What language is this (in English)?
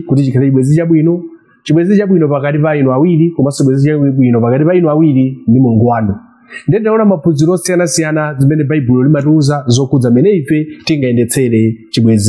Nyanja